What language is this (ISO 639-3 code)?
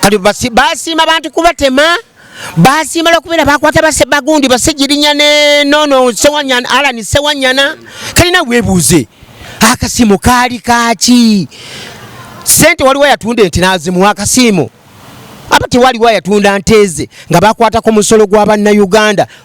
lug